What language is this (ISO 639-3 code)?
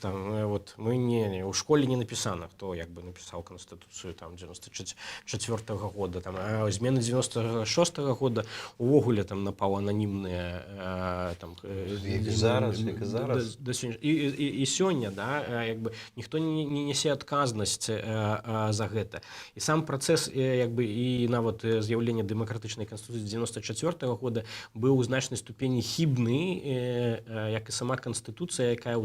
bel